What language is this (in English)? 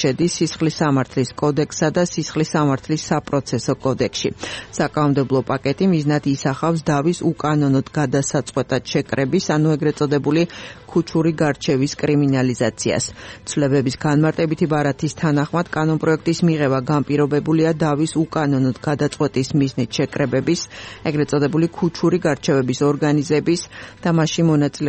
Georgian